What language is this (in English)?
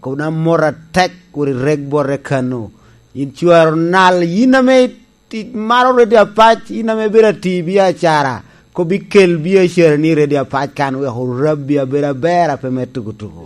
Lango (Uganda)